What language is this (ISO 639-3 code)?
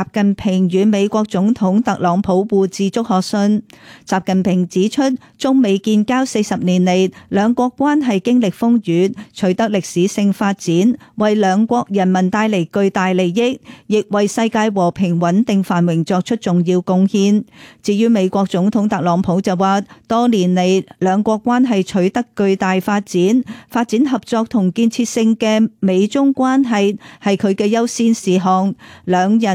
yue